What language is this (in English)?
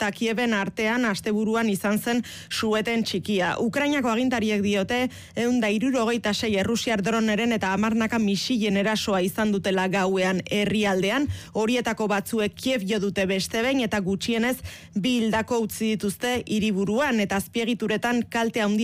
Basque